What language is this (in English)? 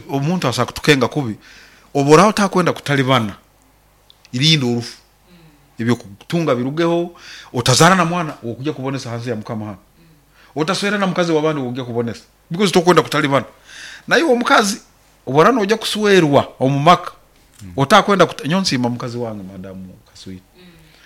Nyoro